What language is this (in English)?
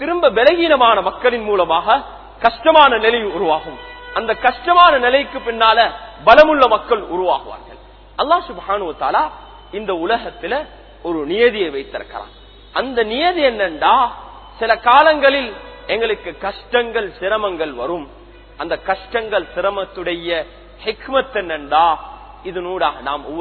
Tamil